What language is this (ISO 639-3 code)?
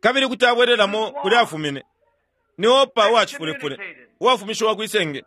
bem